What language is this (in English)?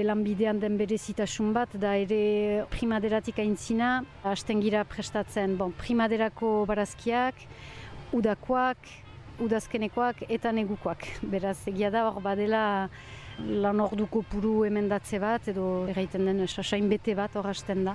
Basque